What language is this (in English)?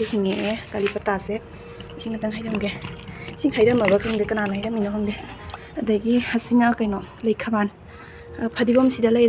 Manipuri